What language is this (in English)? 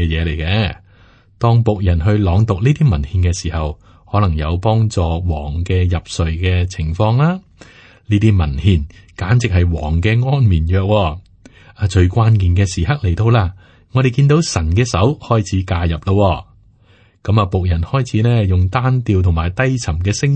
Cantonese